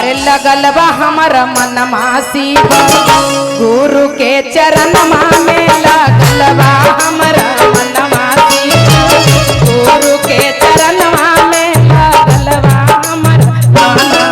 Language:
Magahi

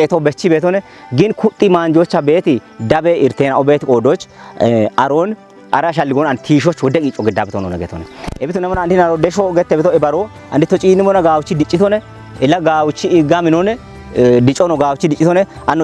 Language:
Kafa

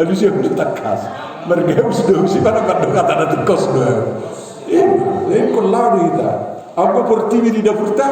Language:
Batak Toba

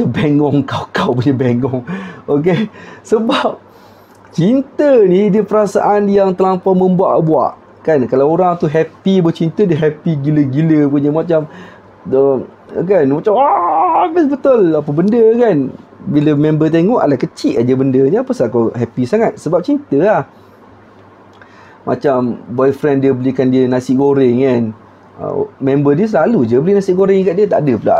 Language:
Malay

